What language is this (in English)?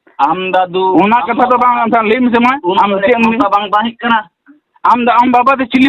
Santali